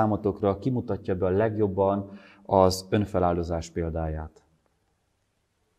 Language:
Hungarian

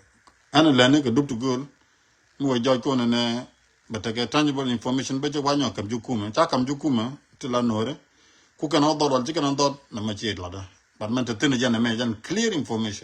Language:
Nuer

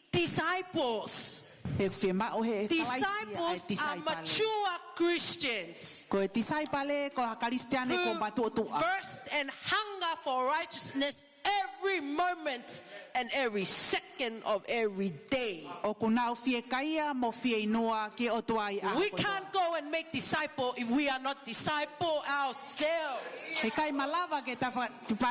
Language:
Tongan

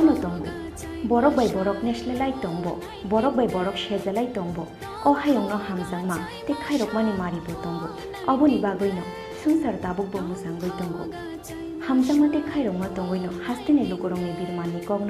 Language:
Kok Borok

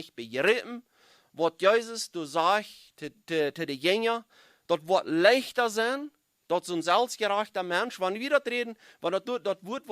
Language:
Plautdietsch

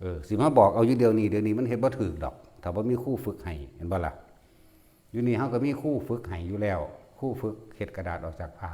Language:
Northeastern Thai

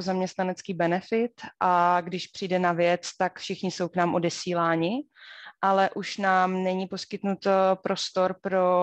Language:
Czech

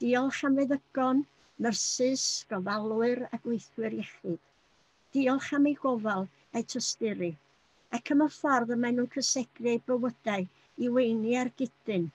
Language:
Welsh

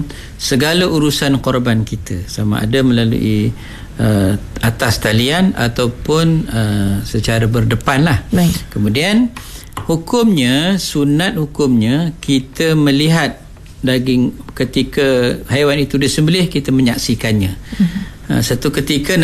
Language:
Malay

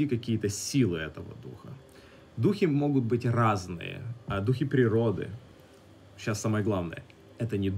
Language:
Russian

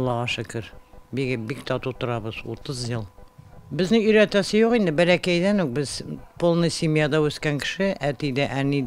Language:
Tatar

